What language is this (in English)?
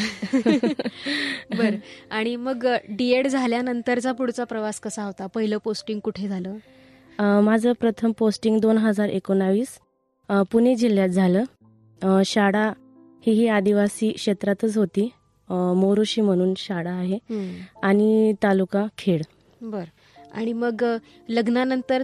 Marathi